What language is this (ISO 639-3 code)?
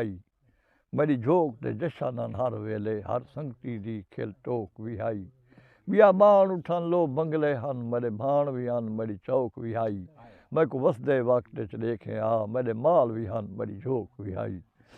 skr